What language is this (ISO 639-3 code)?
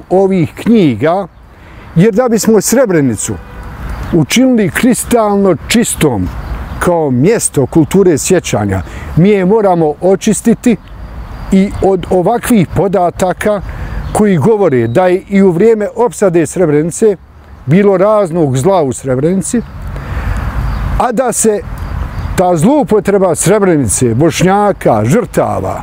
bos